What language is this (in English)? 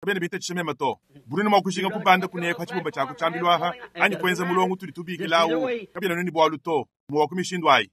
Luba-Lulua